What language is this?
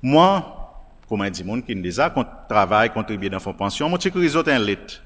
Seselwa Creole French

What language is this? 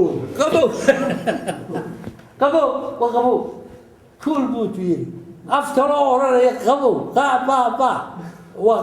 Somali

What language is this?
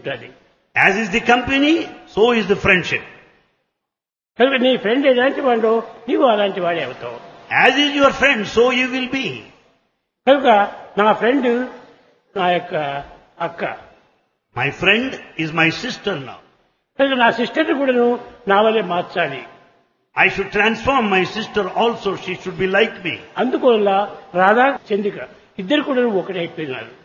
Telugu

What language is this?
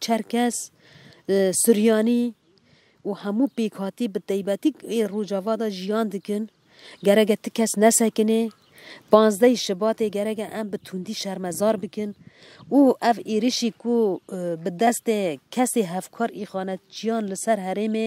Kurdish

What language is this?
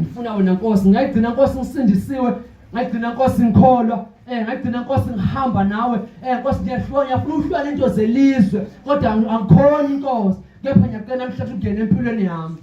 Zulu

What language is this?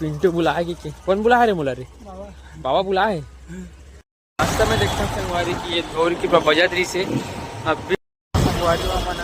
Chhattisgarhi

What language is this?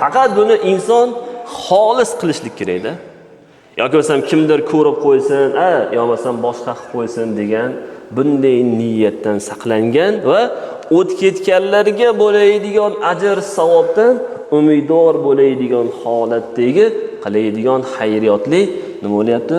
Uzbek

